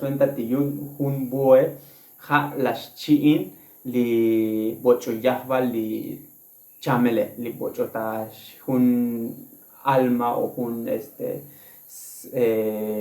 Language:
Tzotzil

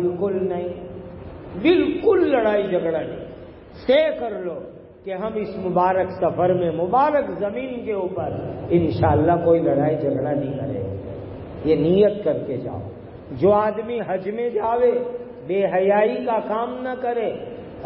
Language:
Urdu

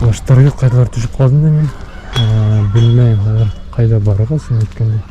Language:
Bashkir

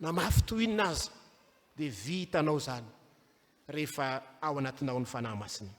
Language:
Malagasy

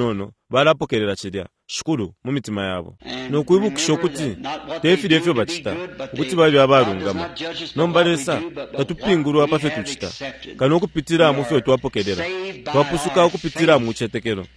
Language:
Bemba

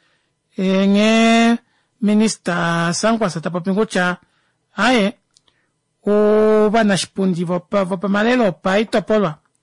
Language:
Kuanyama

